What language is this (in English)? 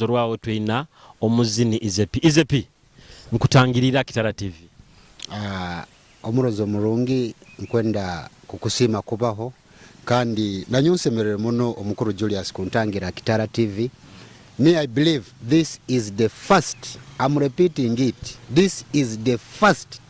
Nyoro